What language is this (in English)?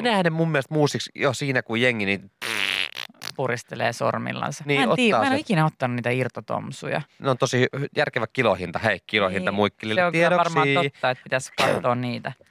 Finnish